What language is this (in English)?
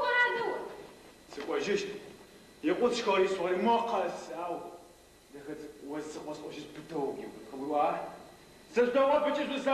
Adyghe